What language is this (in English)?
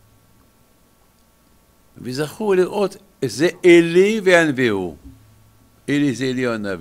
Hebrew